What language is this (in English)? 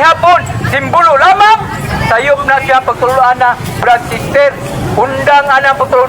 Cebuano